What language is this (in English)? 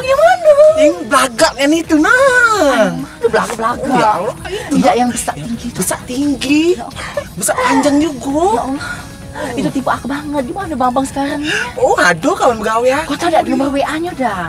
Musi